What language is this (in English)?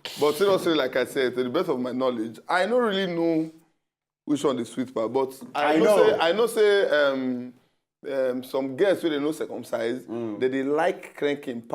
Nigerian Pidgin